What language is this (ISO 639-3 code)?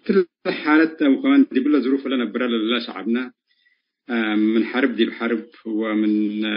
tig